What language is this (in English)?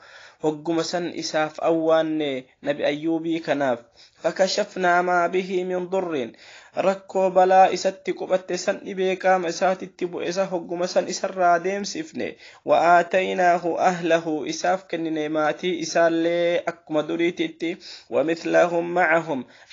Oromo